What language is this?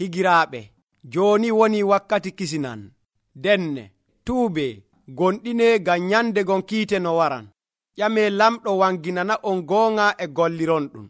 Nigerian Fulfulde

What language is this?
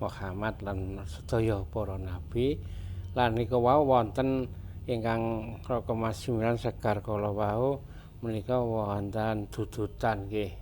Javanese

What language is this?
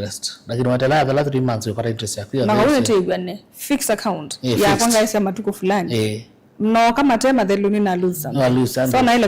Kamba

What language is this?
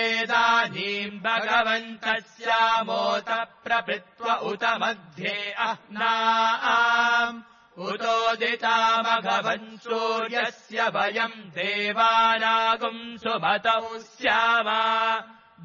Sanskrit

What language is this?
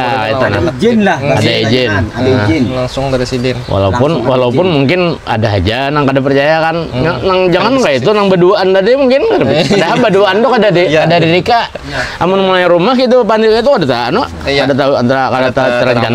Banjar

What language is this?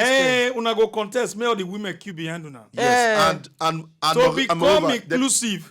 Nigerian Pidgin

